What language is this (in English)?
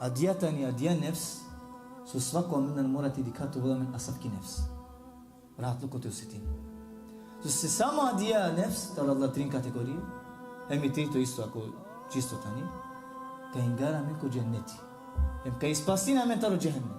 Balkan Romani